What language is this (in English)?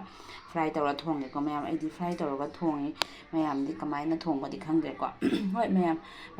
Manipuri